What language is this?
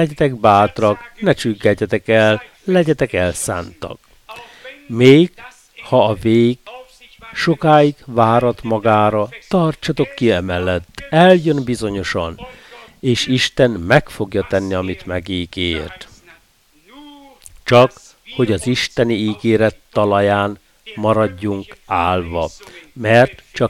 Hungarian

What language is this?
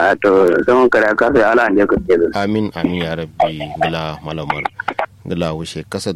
Kanuri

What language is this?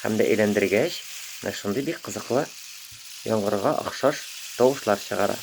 Tatar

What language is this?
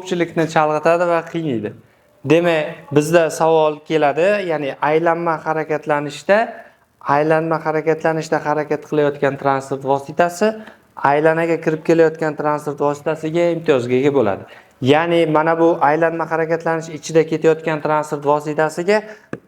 Uzbek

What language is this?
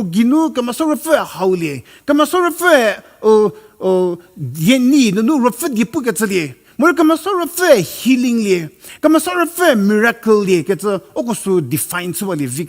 Angami Naga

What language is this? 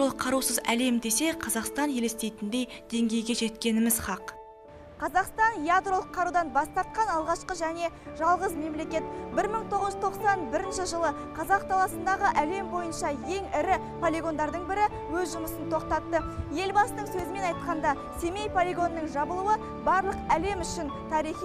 Kazakh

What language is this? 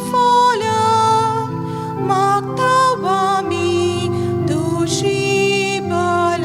Konkani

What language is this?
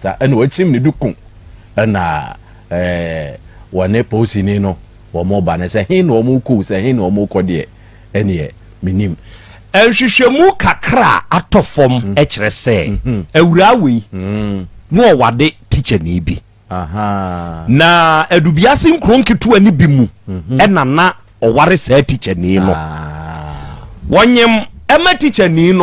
Akan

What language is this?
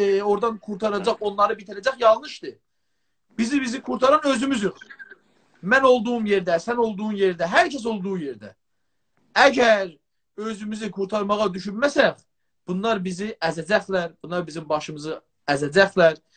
South Azerbaijani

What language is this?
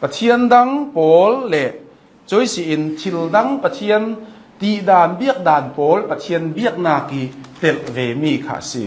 Hakha Chin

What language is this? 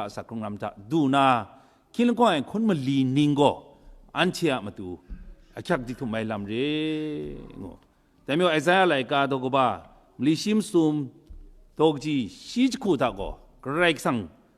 Kachin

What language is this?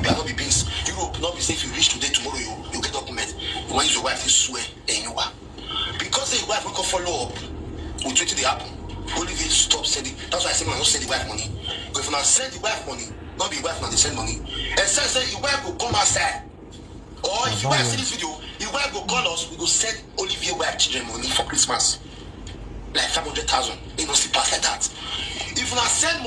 Nigerian Pidgin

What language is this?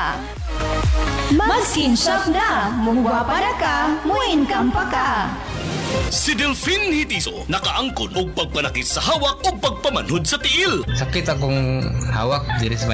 Cebuano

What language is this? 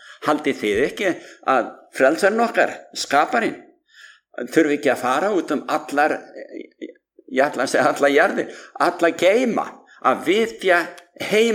Icelandic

